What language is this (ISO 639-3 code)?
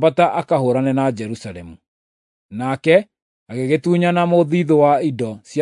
kik